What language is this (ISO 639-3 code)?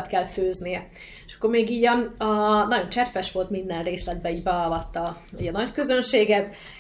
hun